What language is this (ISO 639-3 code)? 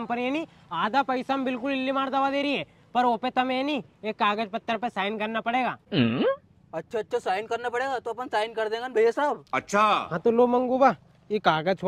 raj